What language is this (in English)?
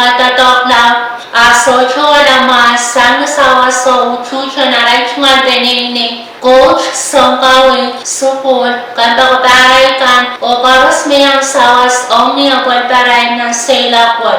Pohnpeian